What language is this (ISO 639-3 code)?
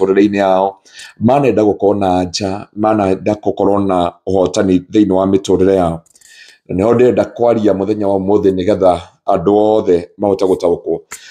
kik